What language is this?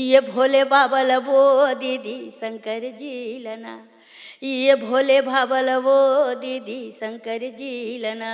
Chhattisgarhi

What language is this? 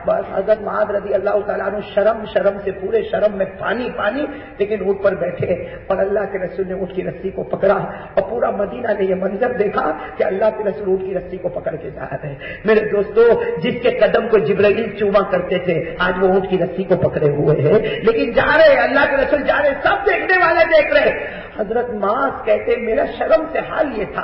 Urdu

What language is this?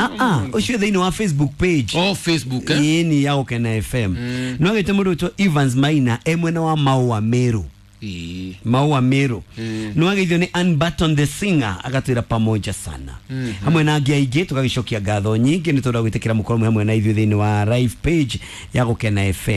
Kikuyu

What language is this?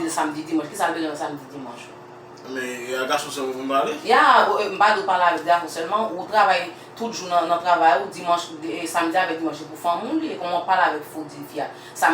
Haitian Creole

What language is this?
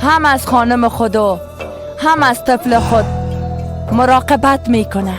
Persian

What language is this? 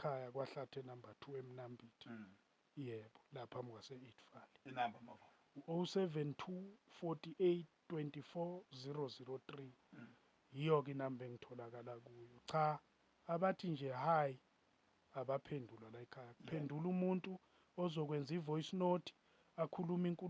Zulu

